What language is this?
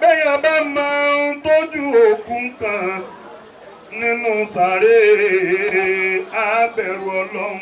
Yoruba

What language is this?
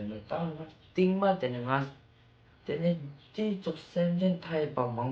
Ladakhi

